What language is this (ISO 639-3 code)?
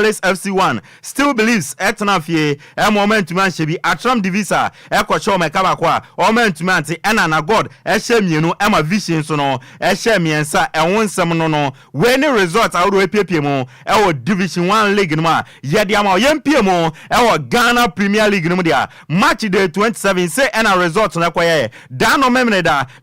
aka